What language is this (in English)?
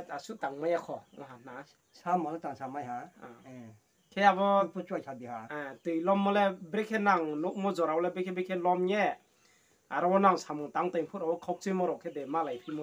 Riang (India)